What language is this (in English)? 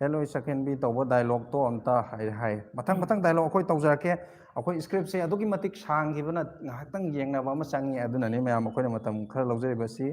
Manipuri